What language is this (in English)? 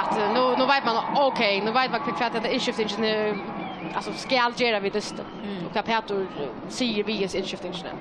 Faroese